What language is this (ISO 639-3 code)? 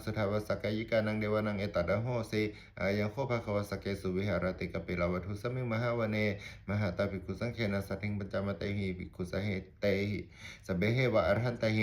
pli